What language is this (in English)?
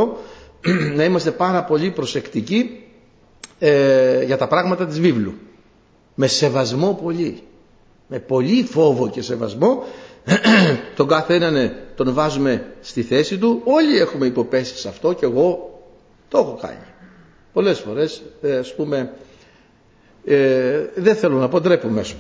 Greek